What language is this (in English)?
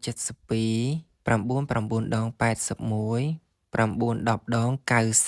Khmer